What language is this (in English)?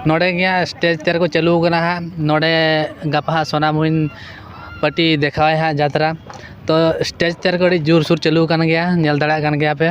Santali